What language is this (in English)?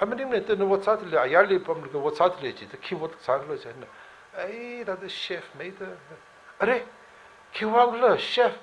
Tangkhul Naga (India)